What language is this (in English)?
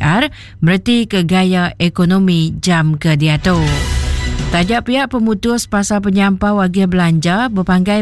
Iban